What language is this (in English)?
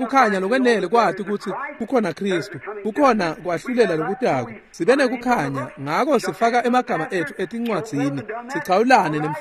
Swati